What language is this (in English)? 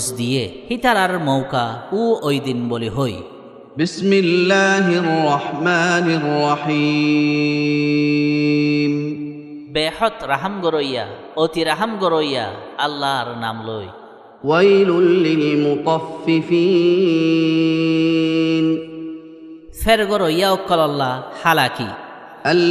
Rohingya